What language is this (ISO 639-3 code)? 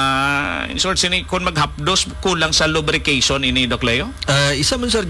hil